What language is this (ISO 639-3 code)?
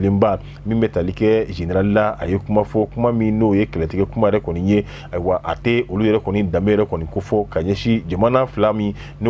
bam